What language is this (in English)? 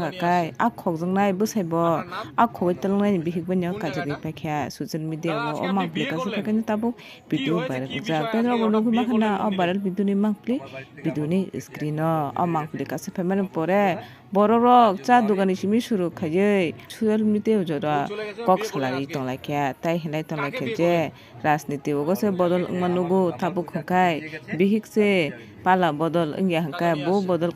Kok Borok